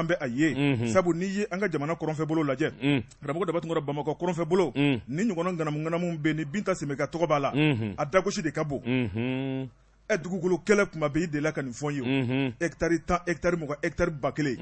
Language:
Bambara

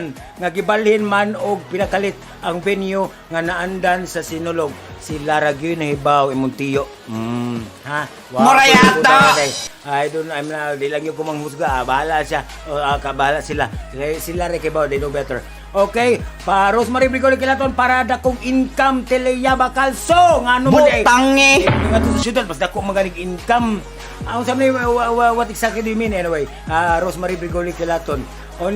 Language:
Cebuano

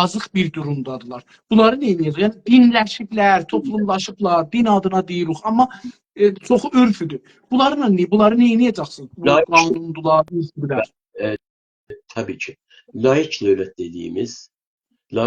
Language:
South Azerbaijani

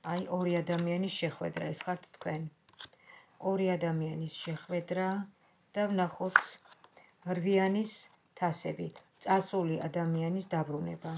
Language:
Georgian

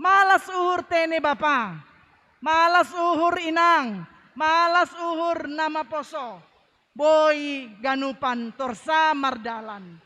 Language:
Batak Simalungun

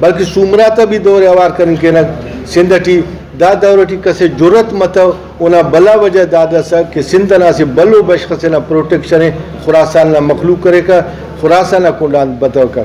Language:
Brahui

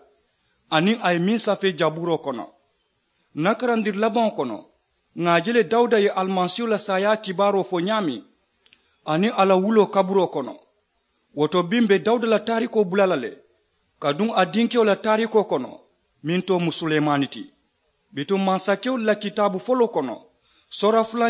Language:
Mandingo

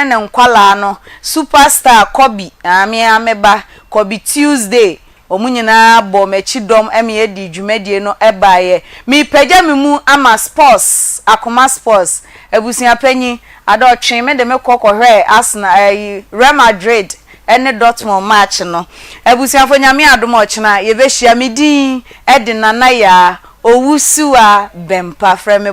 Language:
Akan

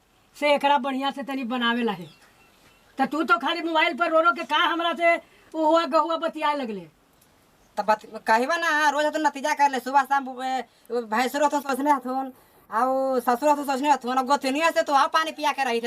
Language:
Magahi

